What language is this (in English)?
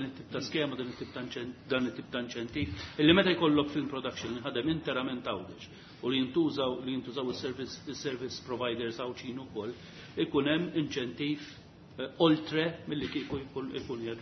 Maltese